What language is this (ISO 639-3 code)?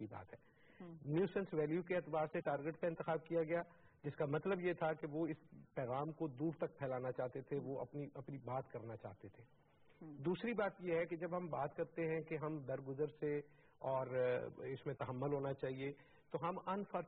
urd